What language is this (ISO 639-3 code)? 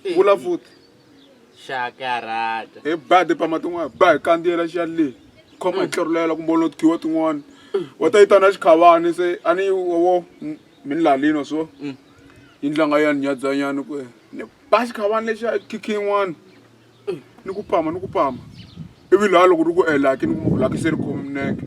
tso